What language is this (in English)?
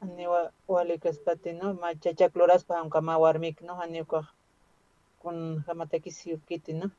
Aymara